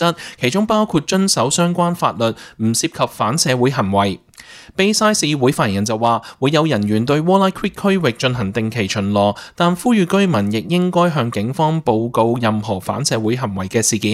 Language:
Cantonese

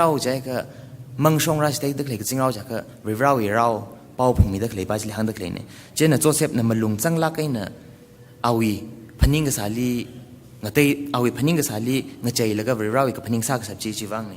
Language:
Tangkhul Naga (India)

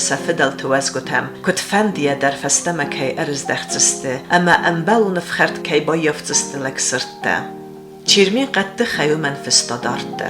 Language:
Ossetic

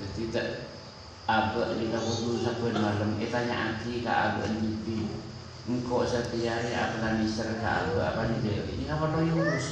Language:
Madurese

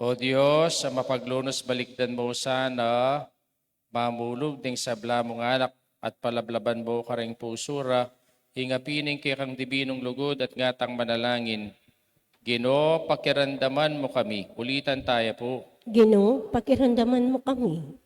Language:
Pampanga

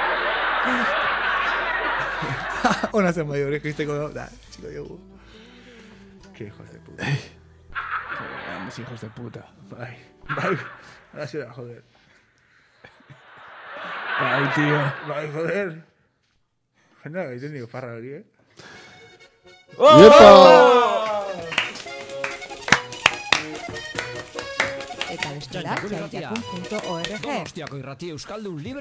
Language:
Basque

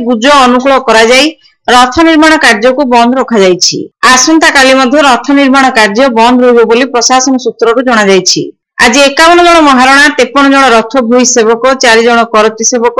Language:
Odia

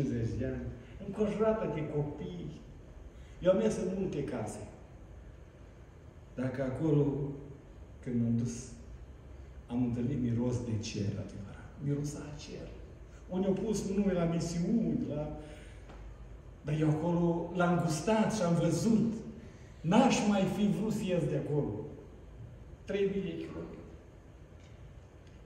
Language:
Romanian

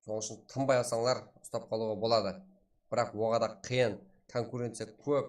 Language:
Kara-Kalpak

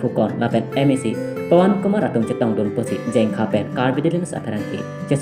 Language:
Karbi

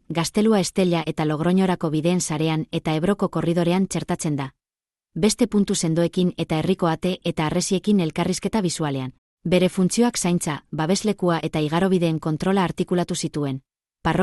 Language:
Basque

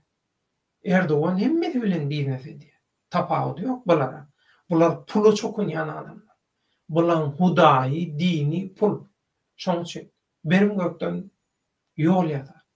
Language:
Turkmen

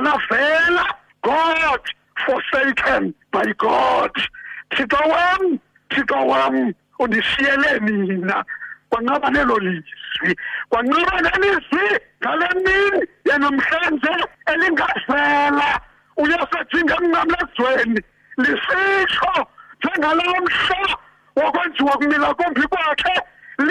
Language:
Xhosa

